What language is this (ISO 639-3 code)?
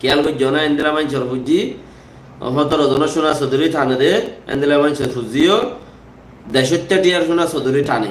rhg